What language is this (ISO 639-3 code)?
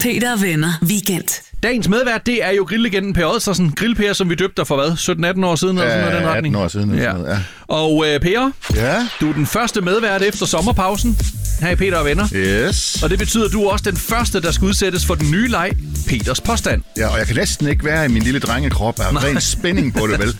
dan